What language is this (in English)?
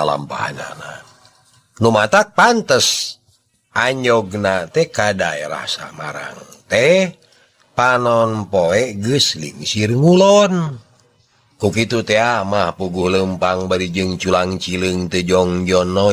Sundanese